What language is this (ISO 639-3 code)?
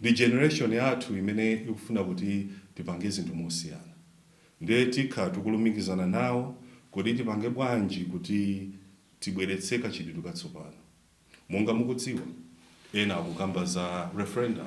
nya